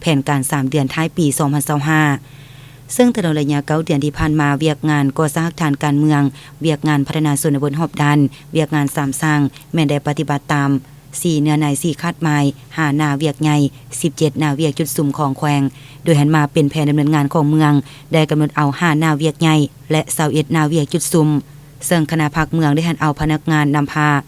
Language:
Lao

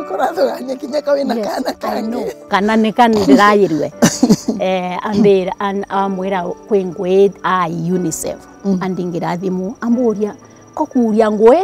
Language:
Meru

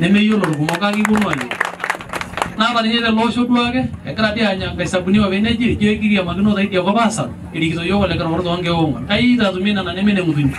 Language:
Masai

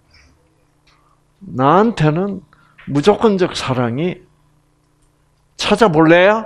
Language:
Korean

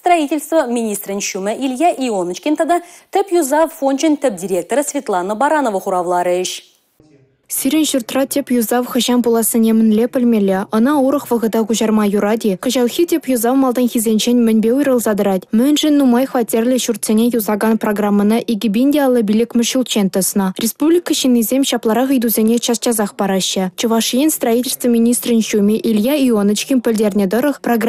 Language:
Chuvash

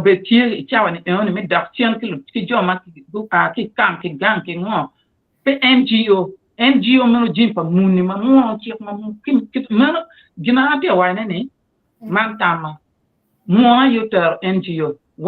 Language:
Acoli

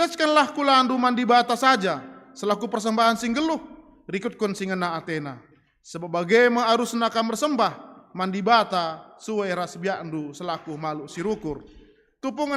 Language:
Batak Karo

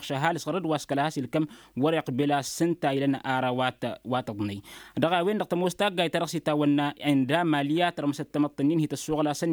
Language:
Tamasheq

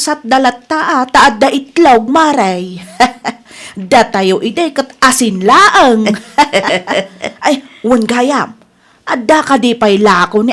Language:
Iloko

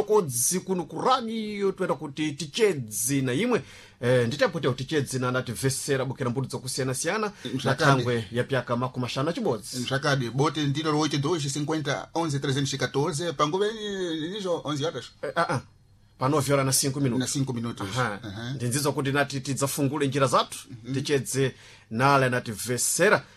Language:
Sena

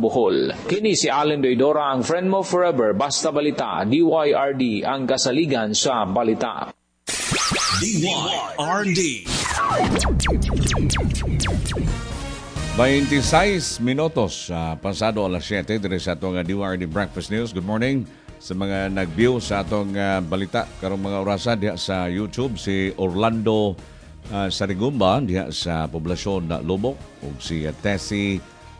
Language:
Cebuano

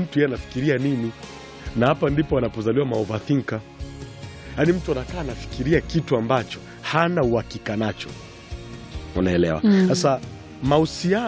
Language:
Swahili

